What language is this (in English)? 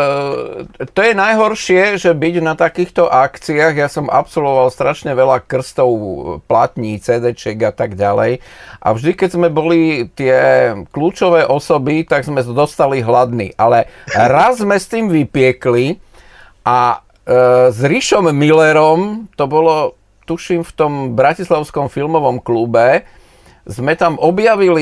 Slovak